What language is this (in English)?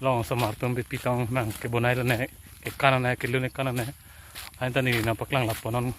Karbi